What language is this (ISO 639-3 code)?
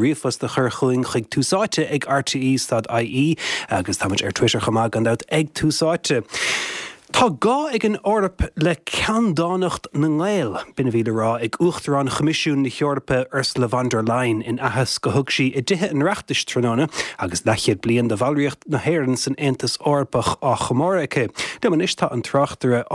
gle